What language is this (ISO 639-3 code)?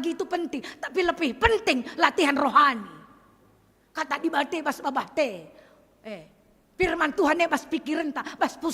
btx